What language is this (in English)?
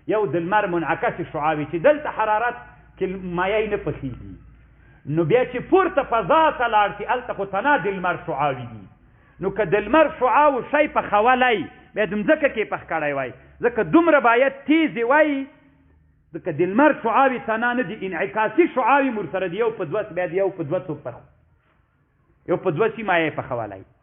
Pashto